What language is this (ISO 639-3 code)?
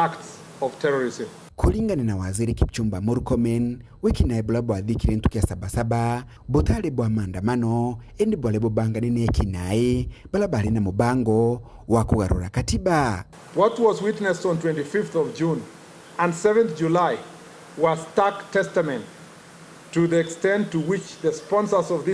mer